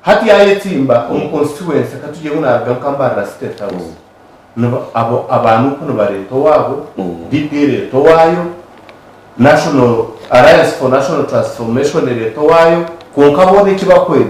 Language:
Nyankole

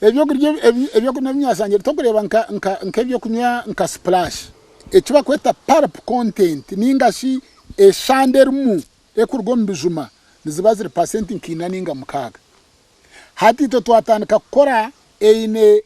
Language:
Nyankole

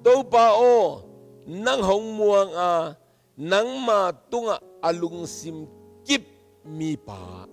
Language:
Tedim Chin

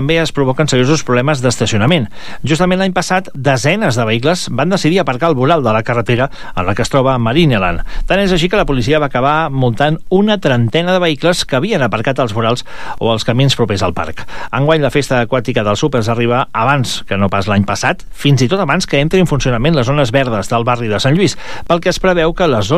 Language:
Catalan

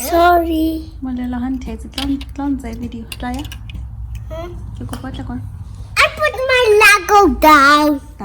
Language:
Tswana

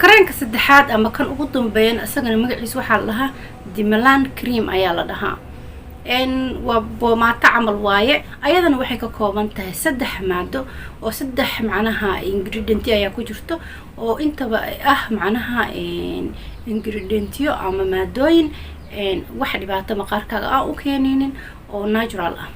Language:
Somali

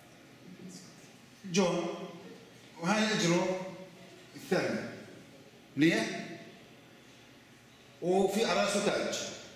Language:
South Levantine Arabic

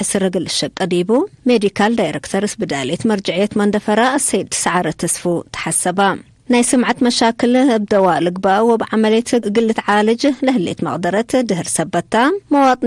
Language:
Tigre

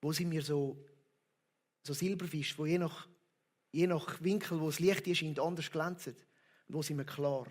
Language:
Swiss German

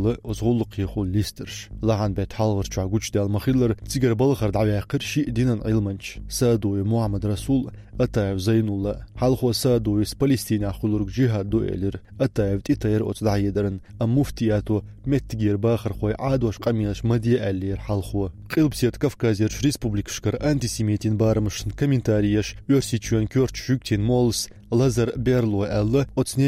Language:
Chechen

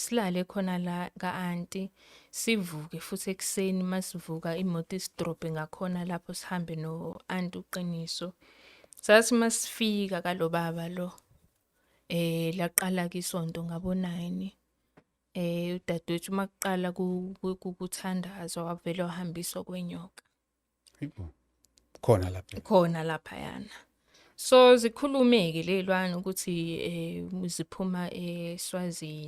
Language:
Zulu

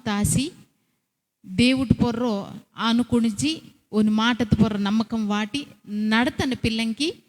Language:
Koya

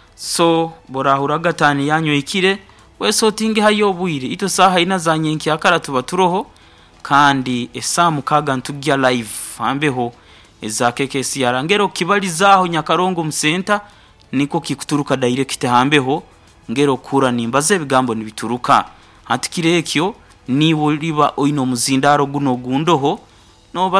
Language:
Nyoro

